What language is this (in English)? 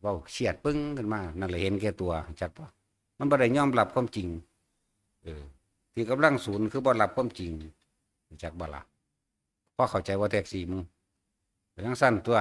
Northeastern Thai